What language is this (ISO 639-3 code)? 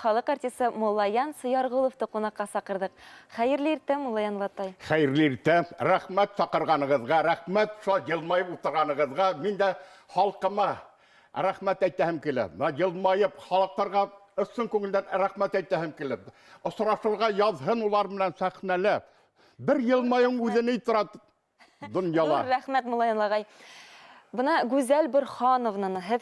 bak